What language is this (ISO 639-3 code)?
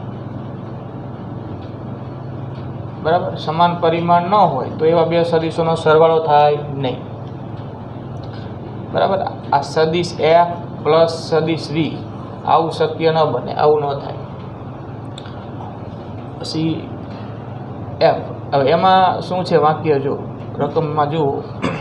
guj